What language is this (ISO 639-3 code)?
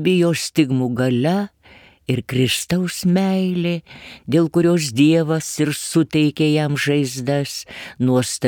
lit